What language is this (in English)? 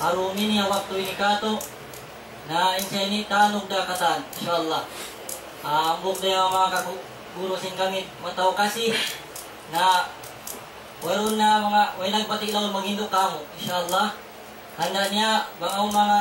Tausug